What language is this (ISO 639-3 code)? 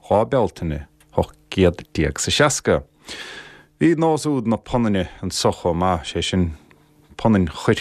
gle